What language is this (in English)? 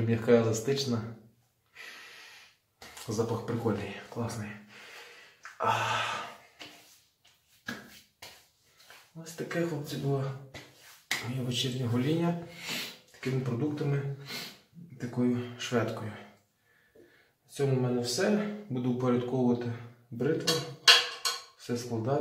Ukrainian